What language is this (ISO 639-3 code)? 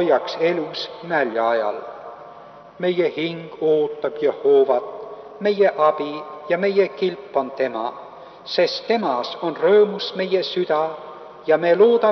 est